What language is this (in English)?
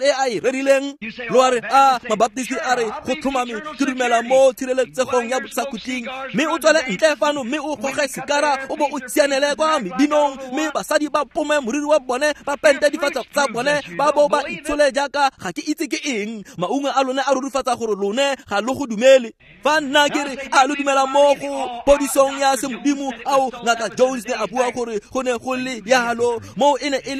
Tswana